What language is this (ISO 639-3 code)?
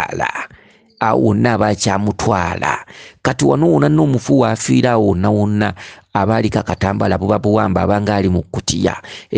lug